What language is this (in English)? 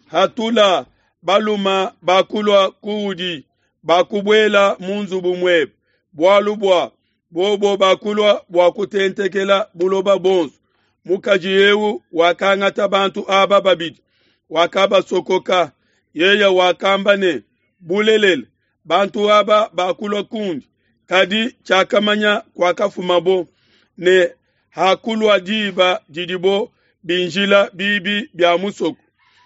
Luba-Lulua